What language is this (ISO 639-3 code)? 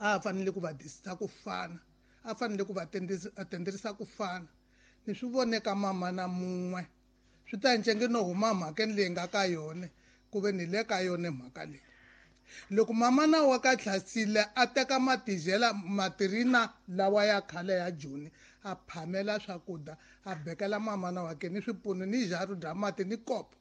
tso